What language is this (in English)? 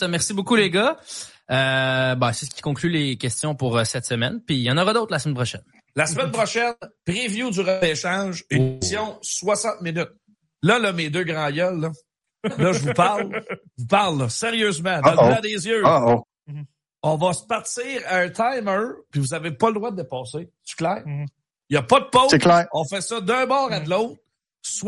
French